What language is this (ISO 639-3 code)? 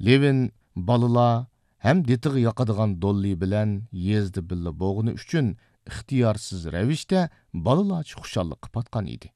uig